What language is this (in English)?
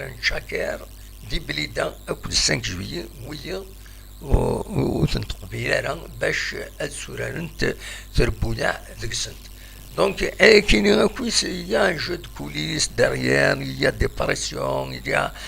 Kabyle